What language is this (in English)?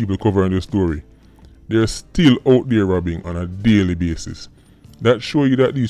Jamaican Creole English